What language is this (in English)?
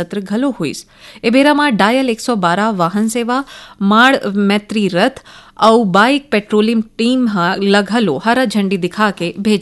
Chhattisgarhi